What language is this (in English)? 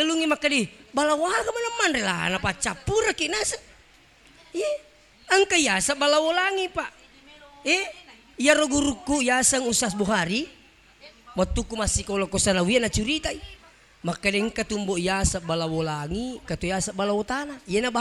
Buginese